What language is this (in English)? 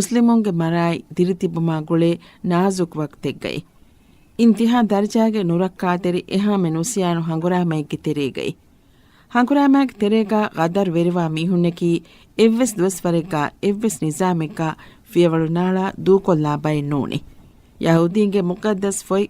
Divehi